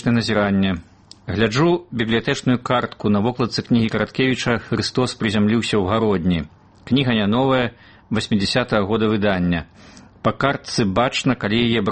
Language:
Belarusian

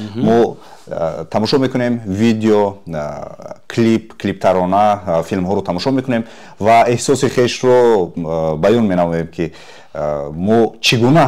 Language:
Tajik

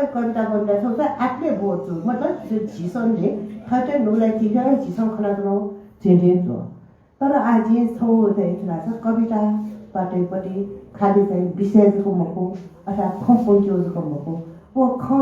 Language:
Newari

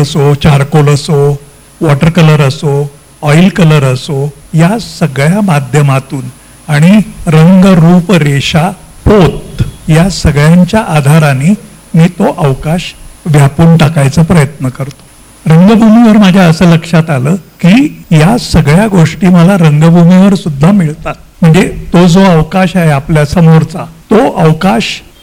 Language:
Marathi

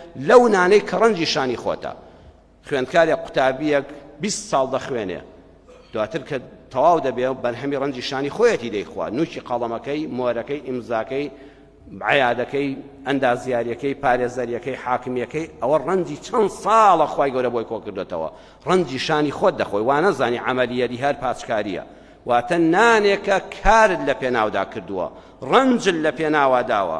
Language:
Central Kurdish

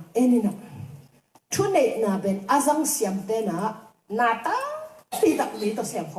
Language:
Tedim Chin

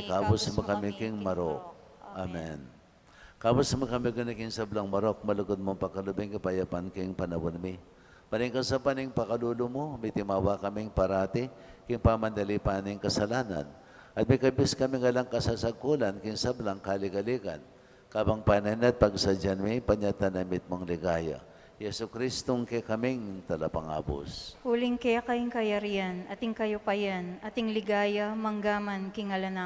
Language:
Pampanga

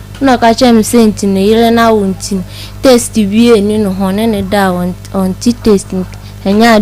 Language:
Akan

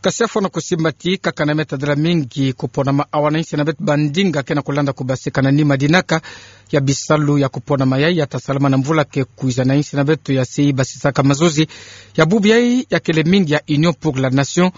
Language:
Kituba (Democratic Republic of Congo)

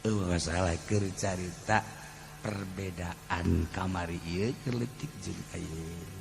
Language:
Sundanese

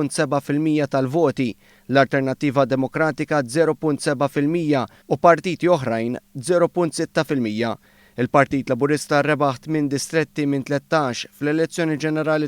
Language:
Maltese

